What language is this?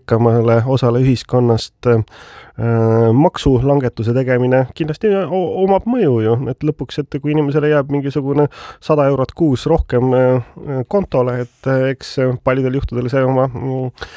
Estonian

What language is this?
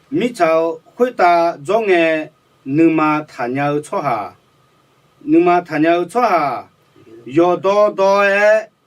Akha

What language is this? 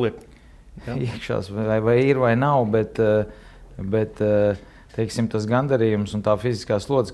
Latvian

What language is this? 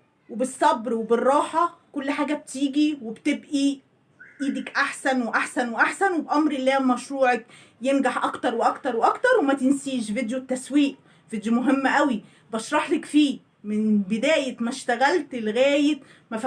Egyptian Arabic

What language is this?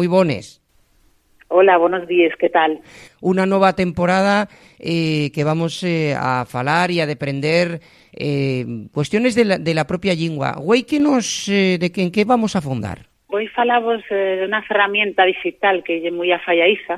Asturian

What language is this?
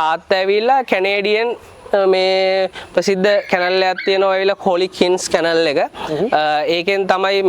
Sinhala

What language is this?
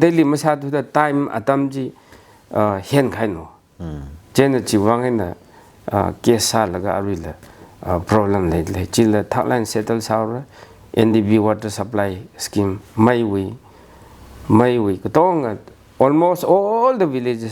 Tangkhul Naga (India)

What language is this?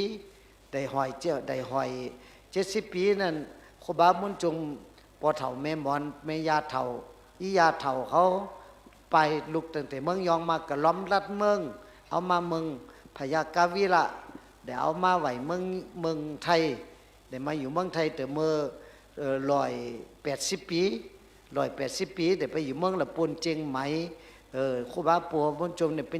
Shan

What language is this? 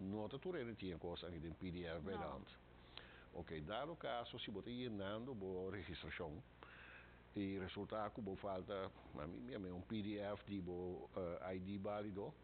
Papiamento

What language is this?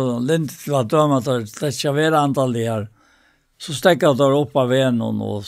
Faroese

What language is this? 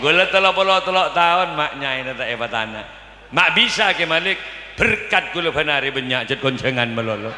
Madurese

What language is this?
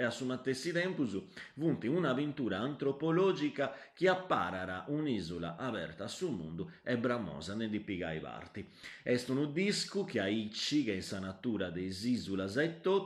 Sardinian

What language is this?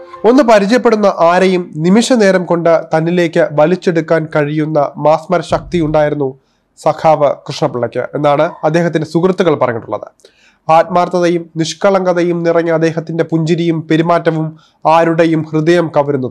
Malayalam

